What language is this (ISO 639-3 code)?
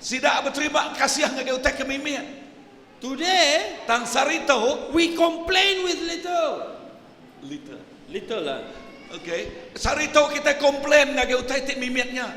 iba